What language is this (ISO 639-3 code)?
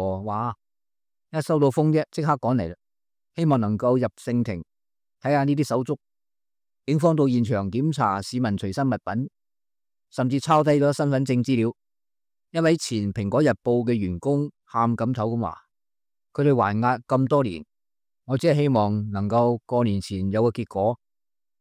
yue